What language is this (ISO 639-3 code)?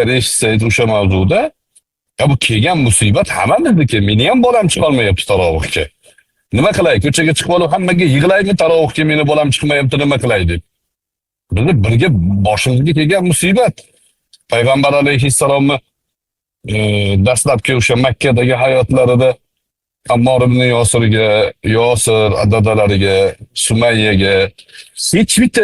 uzb